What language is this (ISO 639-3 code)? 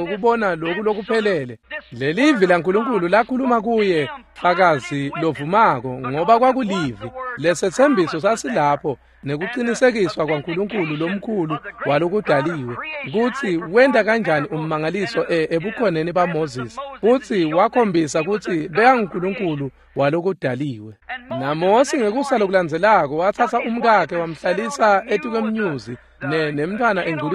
ssw